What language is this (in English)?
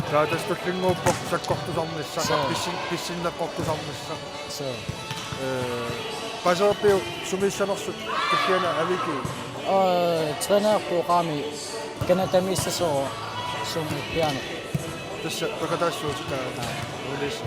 Kalaallisut